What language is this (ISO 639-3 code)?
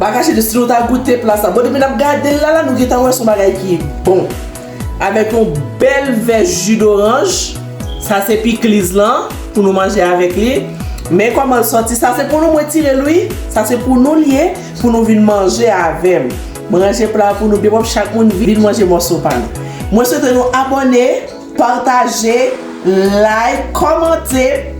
hat